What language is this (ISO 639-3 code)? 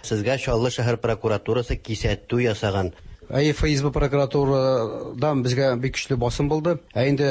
tat